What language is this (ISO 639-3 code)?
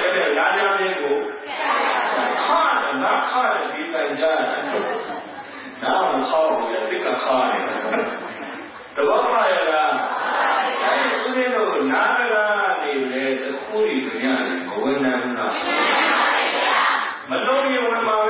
mya